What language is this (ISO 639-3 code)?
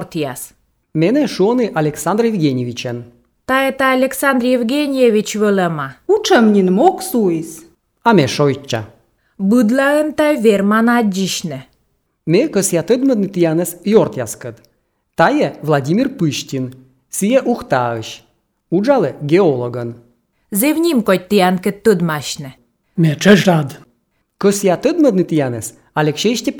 sqi